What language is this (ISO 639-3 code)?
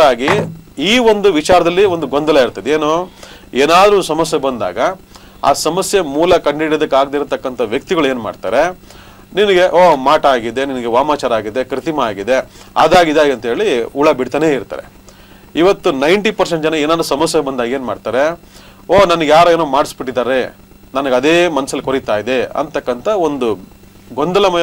kan